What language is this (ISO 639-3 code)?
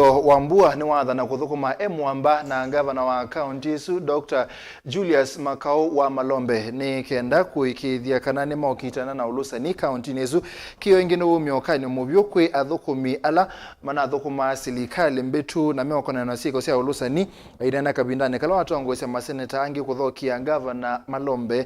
kam